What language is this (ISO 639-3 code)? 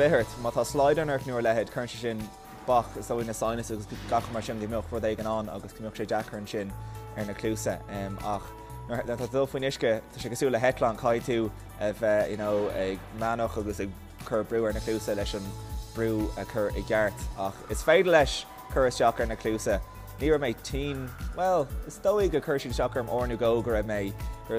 gle